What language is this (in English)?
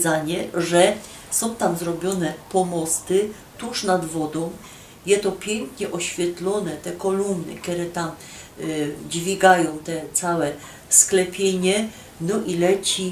Silesian